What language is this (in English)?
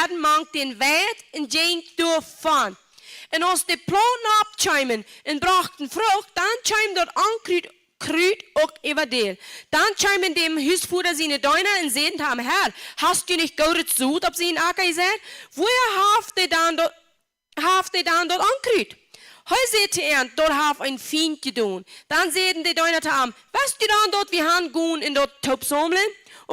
Plautdietsch